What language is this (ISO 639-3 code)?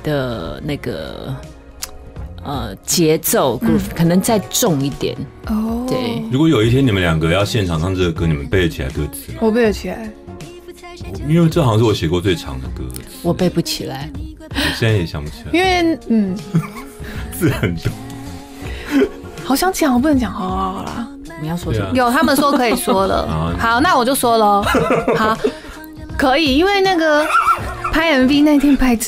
zho